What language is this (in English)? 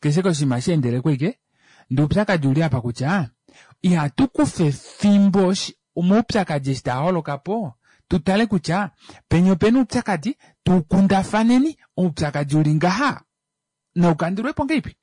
Kuanyama